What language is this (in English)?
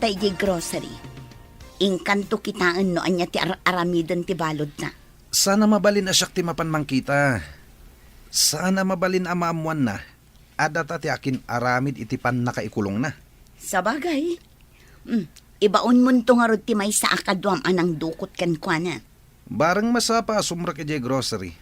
Iloko